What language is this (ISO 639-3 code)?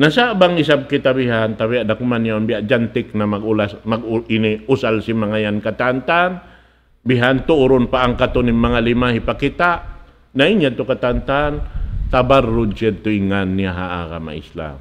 tsg